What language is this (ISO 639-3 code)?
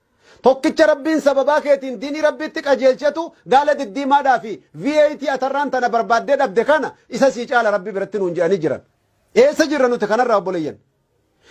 orm